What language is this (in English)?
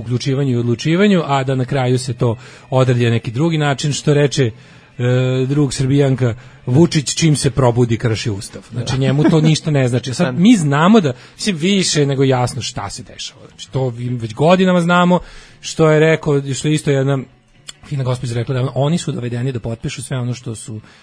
Serbian